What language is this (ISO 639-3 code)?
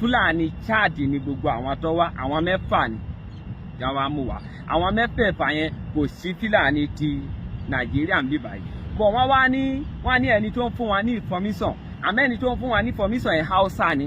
yor